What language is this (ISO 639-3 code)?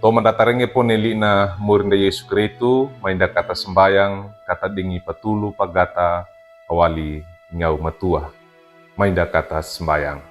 wew